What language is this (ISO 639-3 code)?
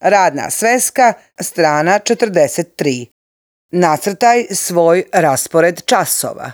hrv